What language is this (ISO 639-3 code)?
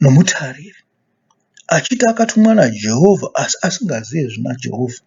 sna